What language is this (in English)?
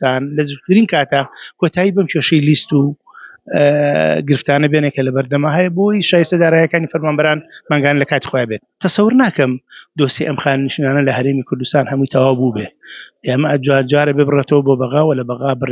Central Kurdish